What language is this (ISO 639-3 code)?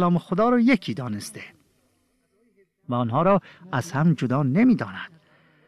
fas